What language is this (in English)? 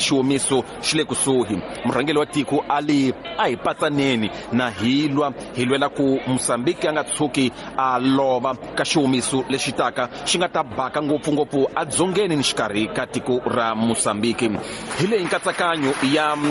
Tsonga